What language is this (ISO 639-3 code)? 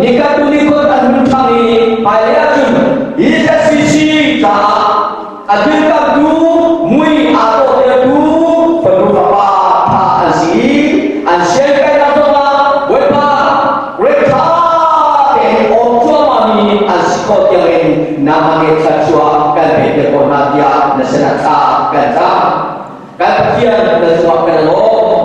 cfm